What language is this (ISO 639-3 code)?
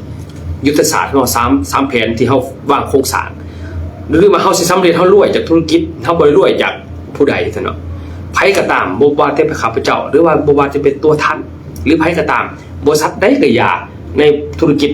lao